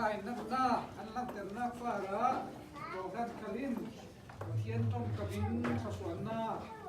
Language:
Falam Chin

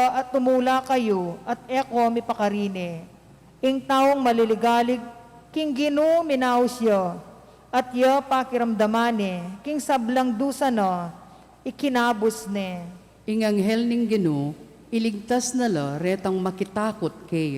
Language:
Pampanga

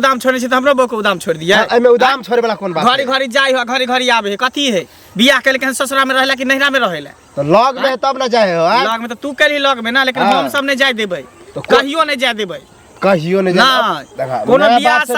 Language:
Maithili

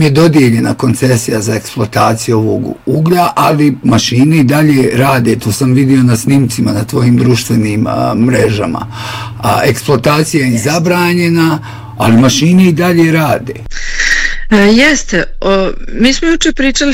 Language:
Bosnian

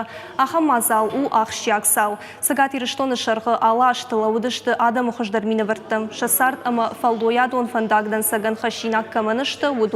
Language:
Ossetic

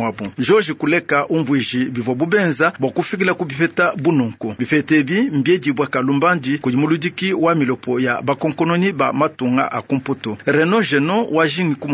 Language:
Luba-Lulua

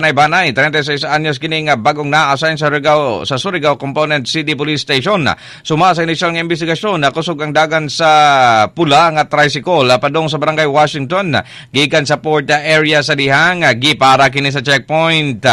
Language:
Cebuano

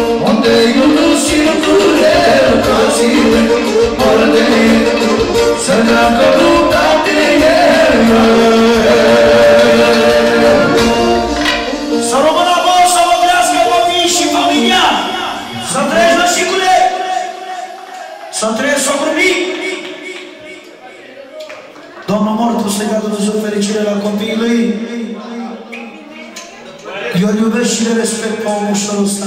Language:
Romanian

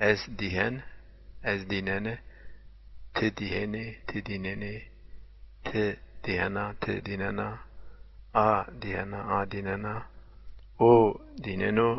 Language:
Zaza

